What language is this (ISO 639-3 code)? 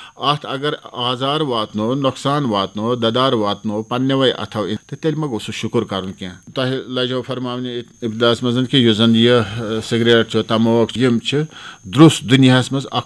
kas